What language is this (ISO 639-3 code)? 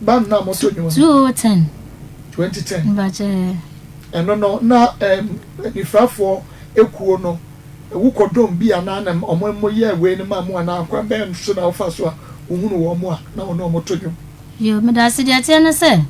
aka